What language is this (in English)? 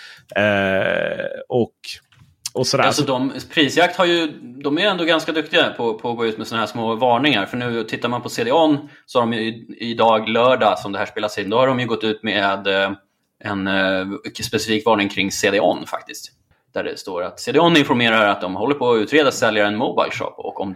Swedish